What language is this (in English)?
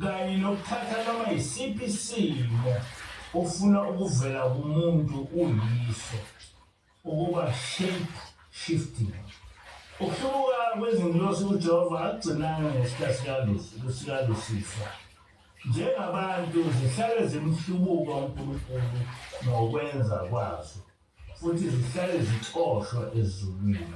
Zulu